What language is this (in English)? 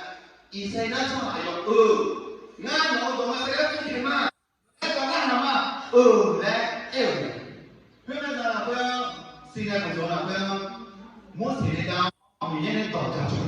Akha